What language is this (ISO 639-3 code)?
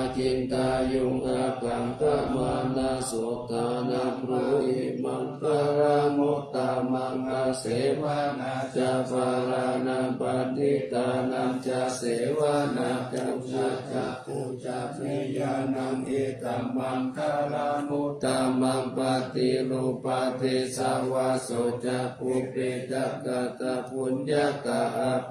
pli